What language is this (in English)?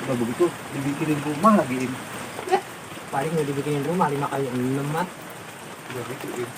Betawi